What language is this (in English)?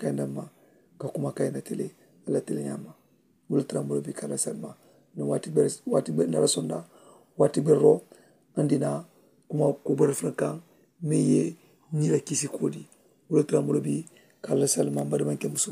Mandingo